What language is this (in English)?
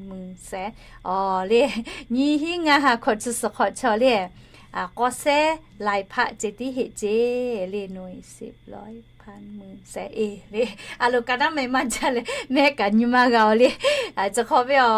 Lahu